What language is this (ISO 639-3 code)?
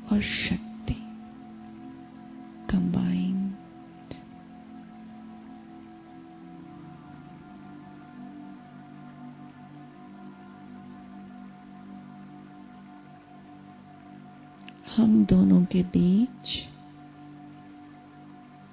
hin